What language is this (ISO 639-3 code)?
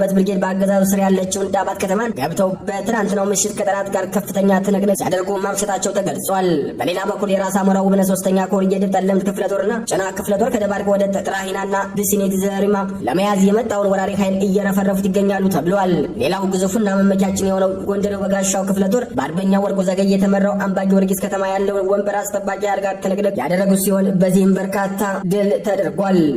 amh